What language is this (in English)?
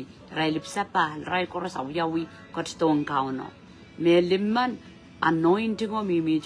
Pohnpeian